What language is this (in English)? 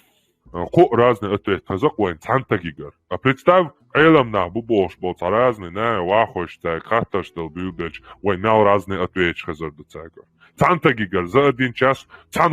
Chechen